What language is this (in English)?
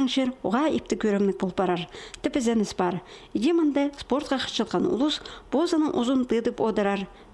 Khakas